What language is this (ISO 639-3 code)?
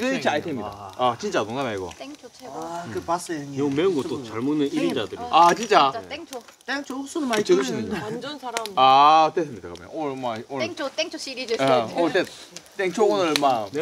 kor